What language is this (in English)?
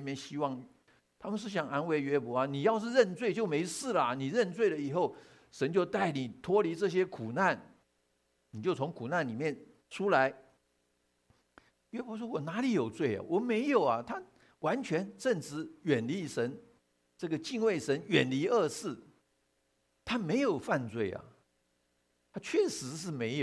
Chinese